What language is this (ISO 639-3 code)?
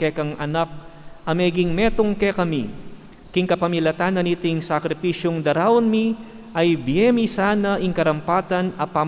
pam